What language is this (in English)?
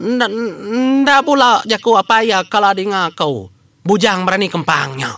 Iban